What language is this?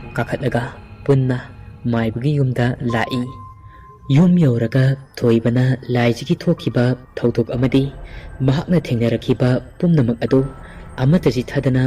Manipuri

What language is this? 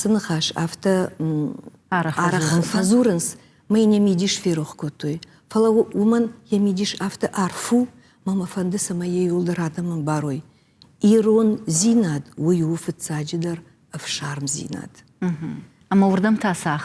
Ossetic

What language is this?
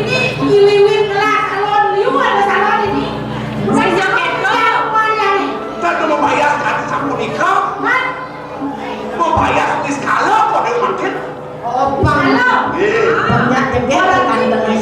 Balinese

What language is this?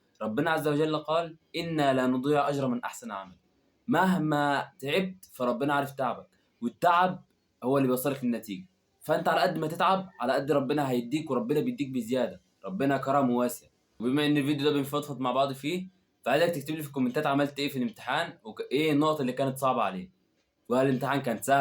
Egyptian Arabic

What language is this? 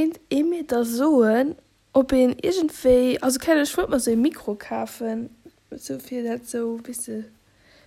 Luxembourgish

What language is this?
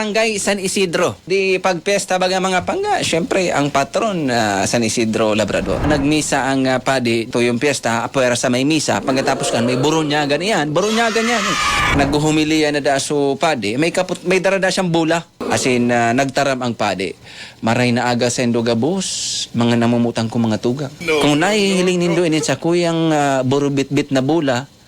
Bikol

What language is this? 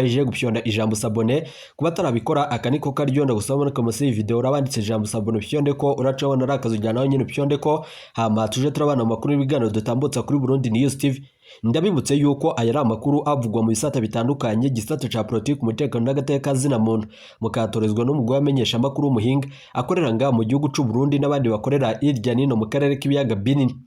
Rundi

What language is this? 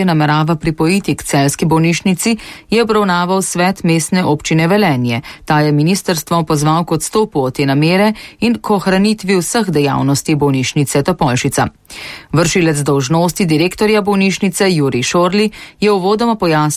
Slovenian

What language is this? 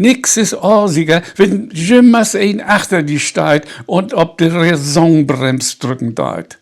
Low German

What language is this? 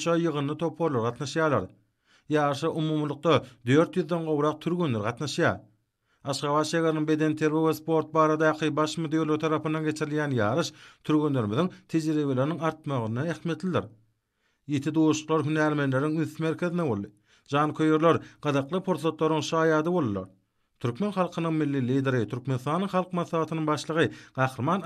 Turkmen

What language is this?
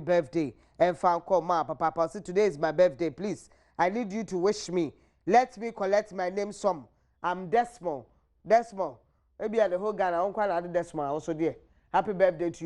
Akan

